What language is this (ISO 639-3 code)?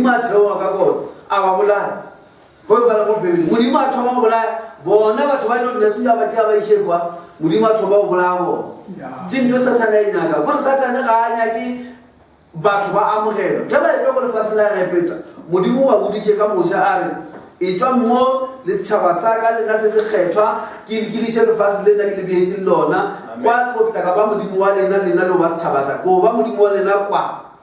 nso